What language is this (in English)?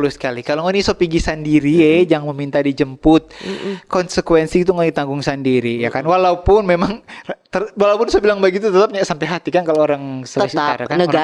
Manado Malay